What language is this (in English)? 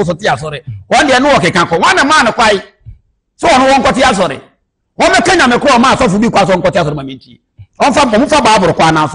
Akan